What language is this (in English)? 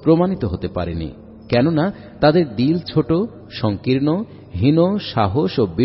Bangla